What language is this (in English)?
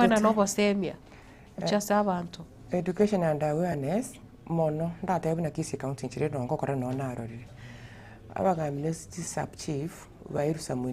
Gusii